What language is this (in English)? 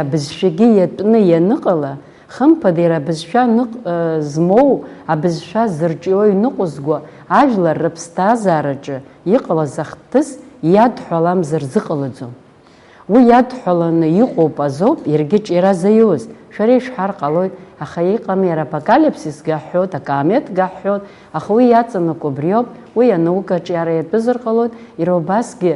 Abkhazian